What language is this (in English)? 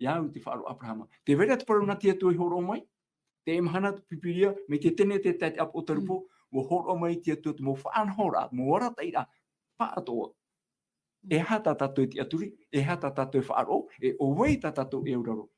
Tahitian